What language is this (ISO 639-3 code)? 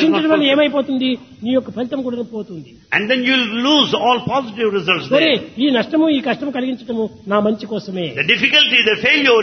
tel